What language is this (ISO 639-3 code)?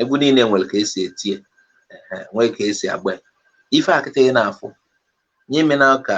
ibo